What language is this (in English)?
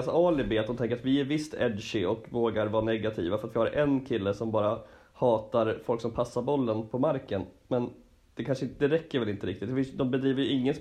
Swedish